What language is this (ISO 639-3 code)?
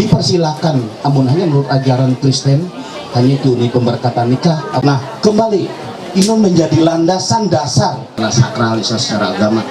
mhy